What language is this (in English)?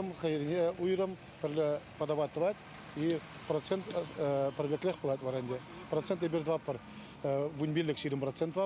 Chuvash